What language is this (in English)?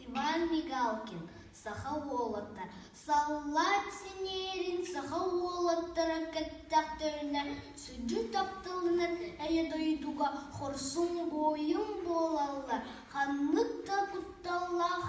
Yakut